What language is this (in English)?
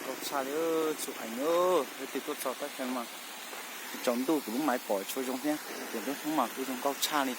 Hmong